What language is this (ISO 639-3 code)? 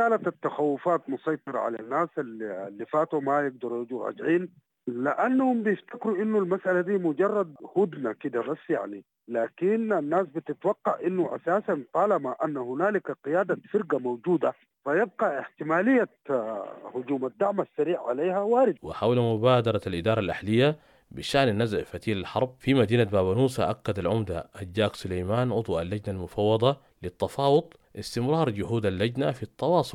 apd